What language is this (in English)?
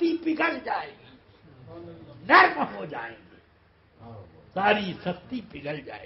Urdu